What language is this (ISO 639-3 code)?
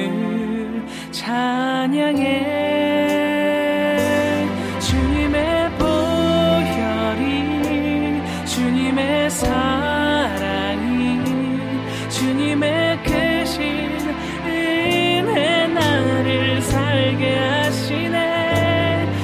kor